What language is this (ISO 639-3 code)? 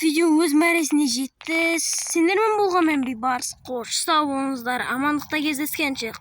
kaz